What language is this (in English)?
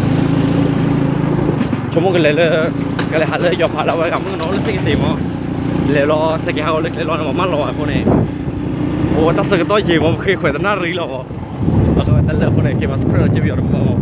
S'gaw Karen